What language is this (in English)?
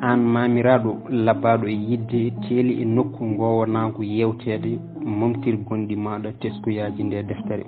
Fula